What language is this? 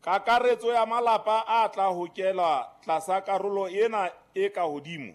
Southern Sotho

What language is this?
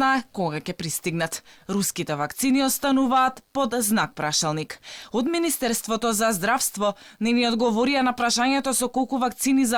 Macedonian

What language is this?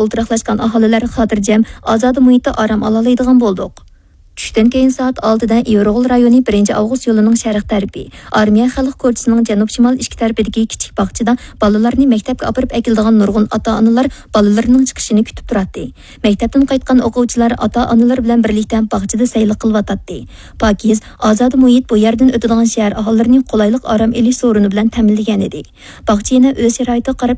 Uyghur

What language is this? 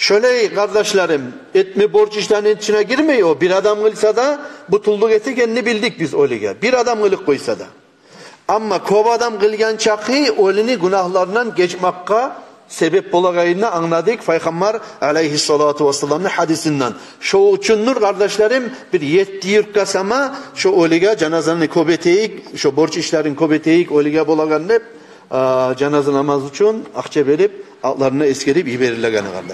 Kumyk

